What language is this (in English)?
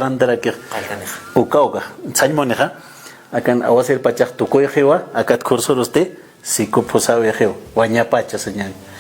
Aymara